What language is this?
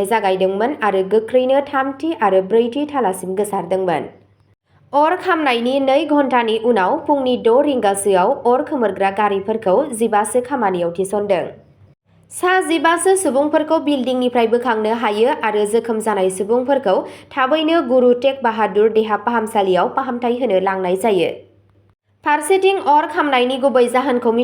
Bodo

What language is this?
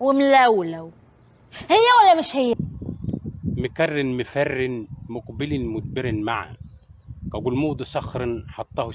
Egyptian Arabic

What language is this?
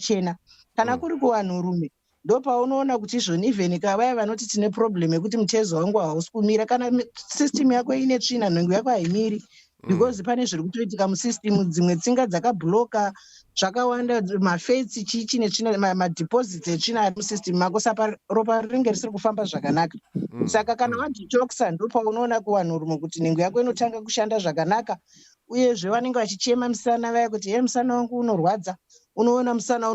Shona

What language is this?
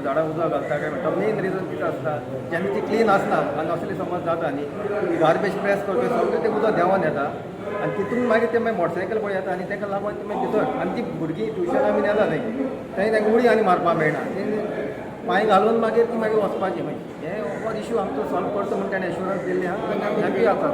Konkani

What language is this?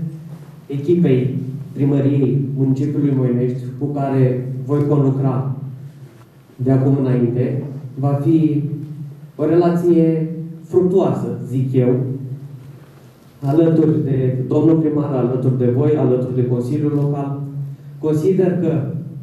Romanian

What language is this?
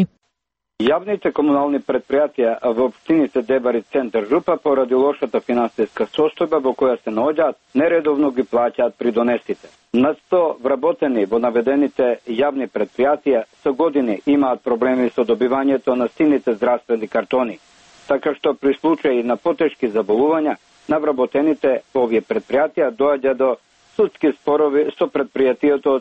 Macedonian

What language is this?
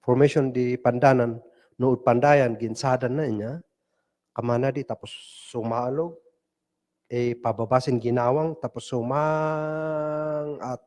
Kankanaey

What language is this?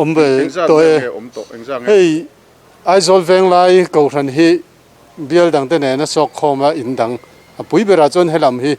Mizo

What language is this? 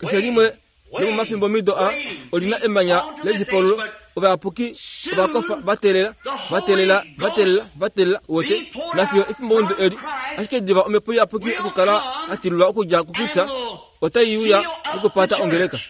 Kuanyama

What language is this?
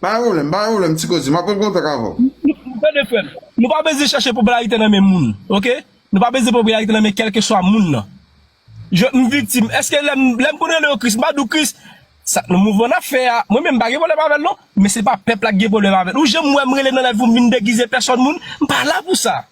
Haitian Creole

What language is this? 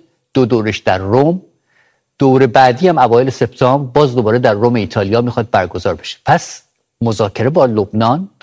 Persian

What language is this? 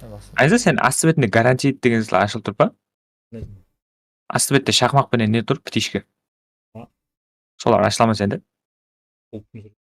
Kara-Kalpak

